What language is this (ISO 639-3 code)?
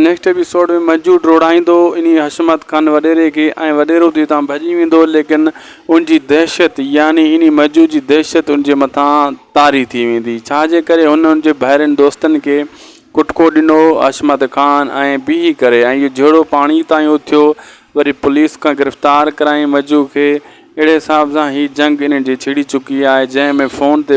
snd